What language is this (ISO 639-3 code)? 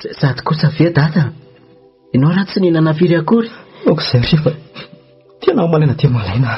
mlg